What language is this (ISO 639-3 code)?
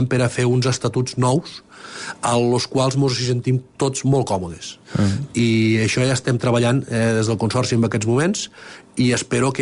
cat